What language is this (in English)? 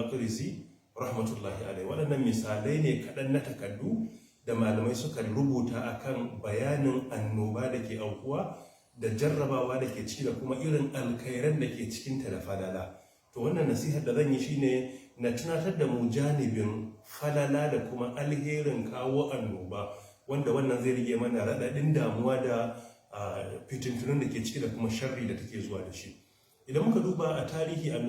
Hausa